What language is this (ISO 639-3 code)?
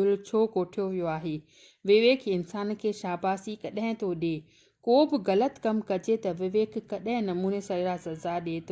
snd